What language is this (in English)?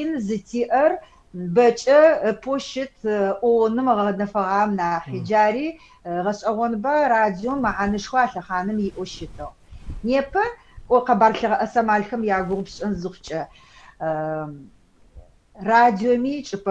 Adyghe